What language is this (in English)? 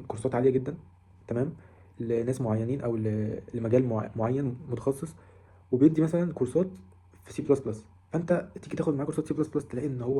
Egyptian Arabic